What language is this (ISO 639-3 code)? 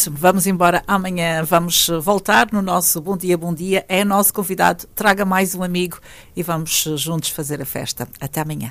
por